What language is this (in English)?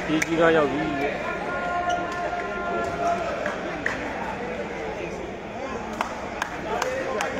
Burmese